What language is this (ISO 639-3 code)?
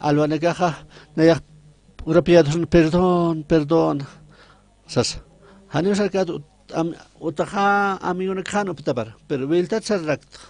aym